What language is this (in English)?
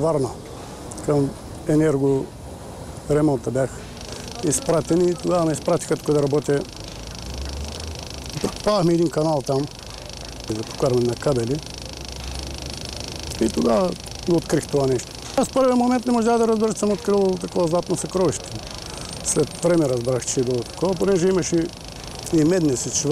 Bulgarian